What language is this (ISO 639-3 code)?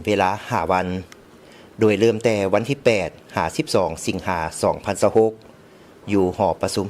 lao